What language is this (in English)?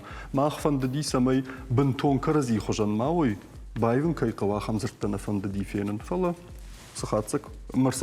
Ossetic